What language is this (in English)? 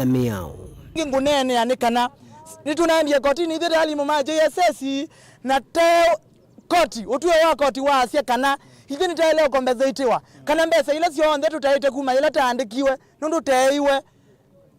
Kamba